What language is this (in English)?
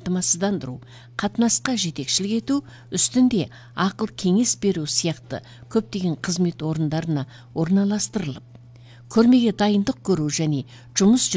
Kazakh